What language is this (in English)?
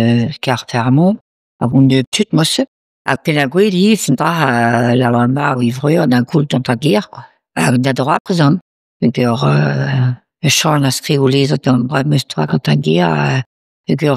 Breton